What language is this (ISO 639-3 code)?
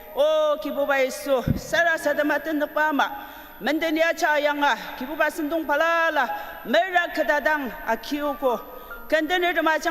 njo